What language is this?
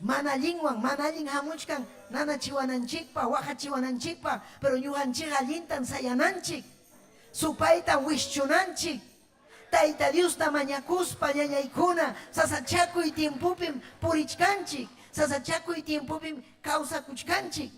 Ayacucho Quechua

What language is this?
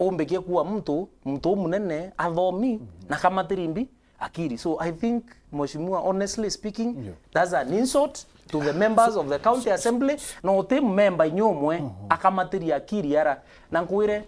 Meru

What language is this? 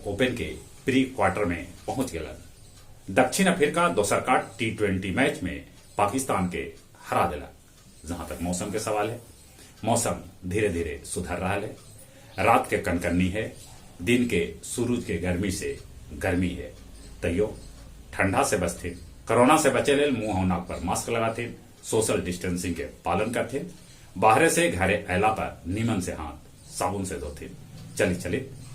Magahi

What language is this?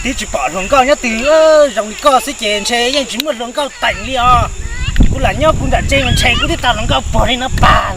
Hmong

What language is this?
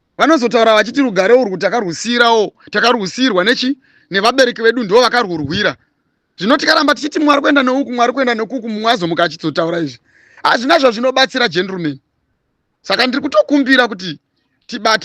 Shona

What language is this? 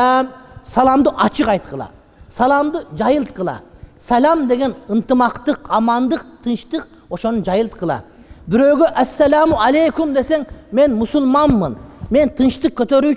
Kyrgyz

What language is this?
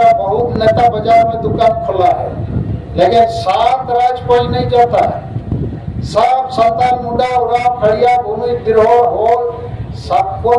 Santali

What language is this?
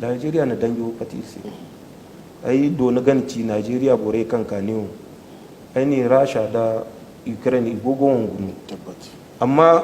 Zarma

